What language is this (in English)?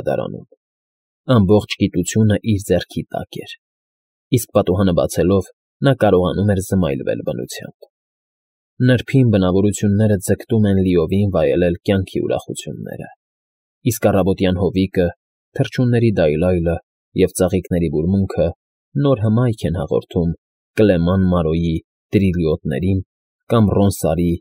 Armenian